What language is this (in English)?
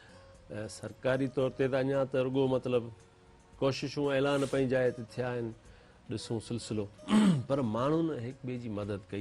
Sindhi